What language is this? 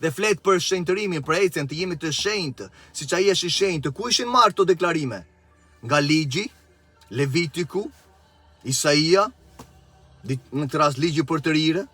Albanian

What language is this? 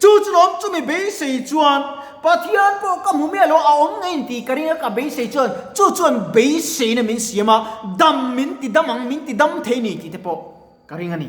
Mizo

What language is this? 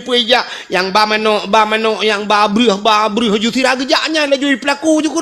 Achinese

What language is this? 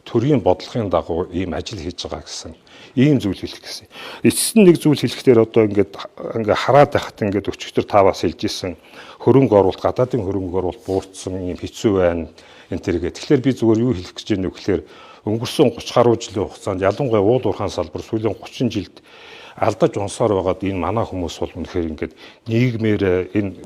Mongolian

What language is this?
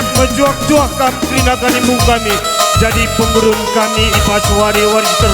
Batak Karo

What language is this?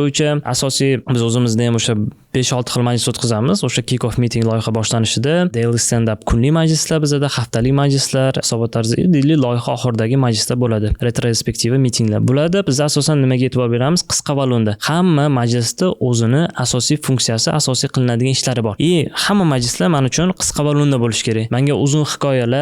Uzbek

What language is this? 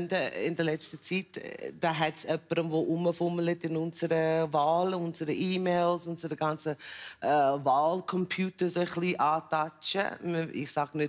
Swiss German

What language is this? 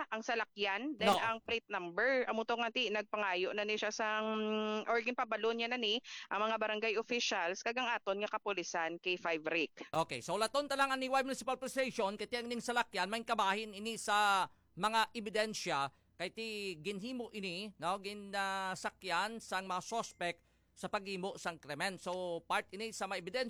Hiligaynon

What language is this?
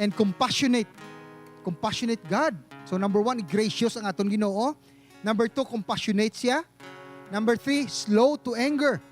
Hiligaynon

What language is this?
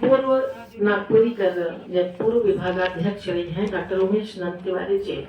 Sadri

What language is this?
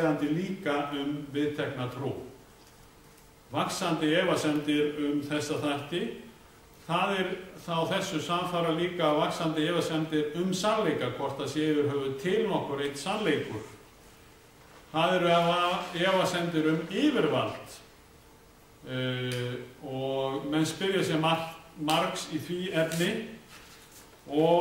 Icelandic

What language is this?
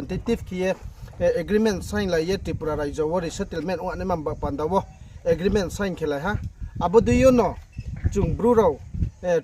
Riang (India)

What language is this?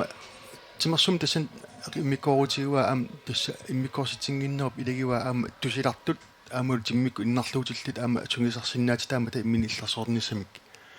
Kalaallisut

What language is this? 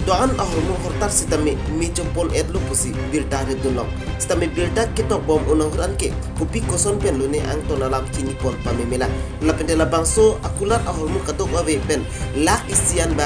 Karbi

